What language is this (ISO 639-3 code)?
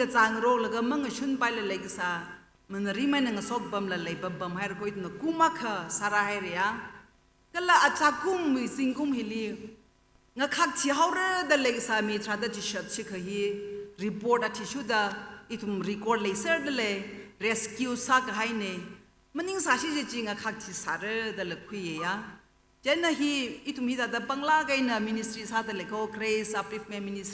nmf